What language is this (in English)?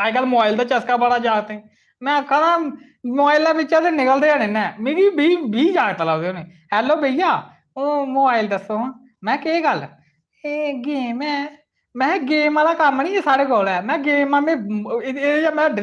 Dogri